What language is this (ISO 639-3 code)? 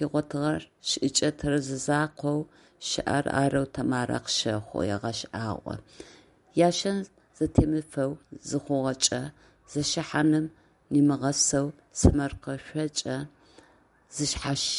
ady